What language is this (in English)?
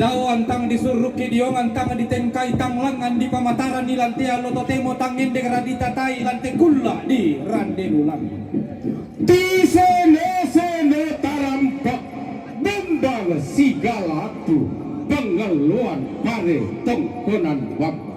Toraja-Sa'dan